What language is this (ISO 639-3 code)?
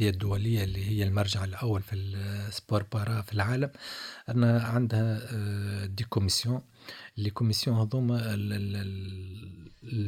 aeb